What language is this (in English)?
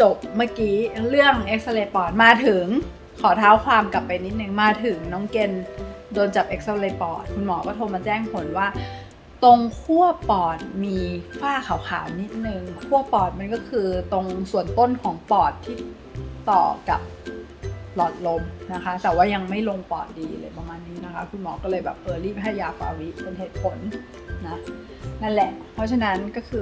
Thai